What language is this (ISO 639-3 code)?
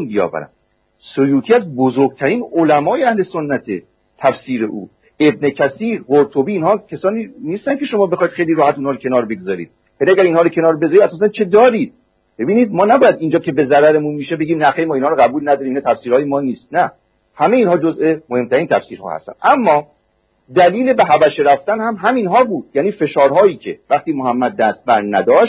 fas